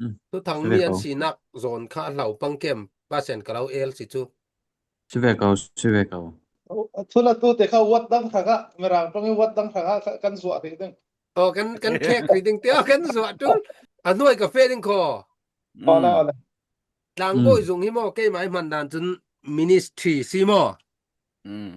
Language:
Falam Chin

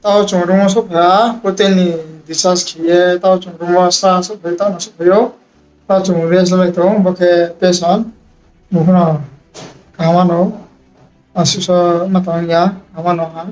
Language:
Riang (India)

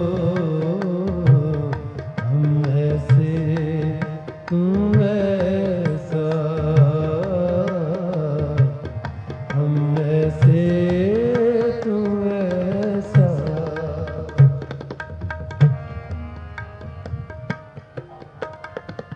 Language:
Punjabi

